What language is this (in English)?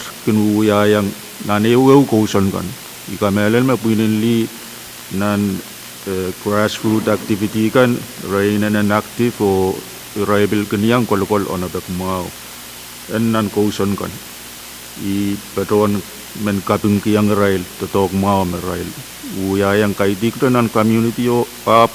Pohnpeian